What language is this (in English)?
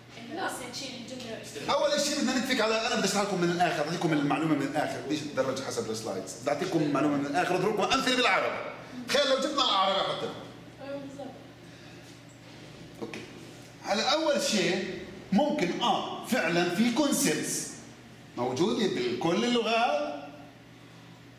South Levantine Arabic